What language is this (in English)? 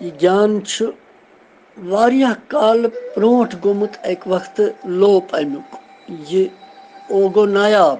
Kashmiri